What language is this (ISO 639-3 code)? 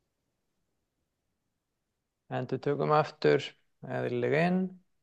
isl